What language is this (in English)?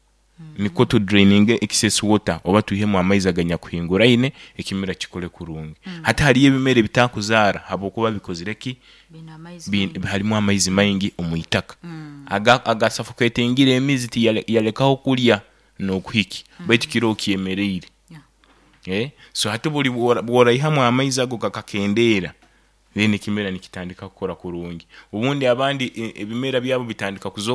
Nyoro